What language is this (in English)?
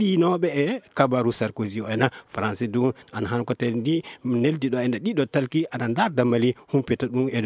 Fula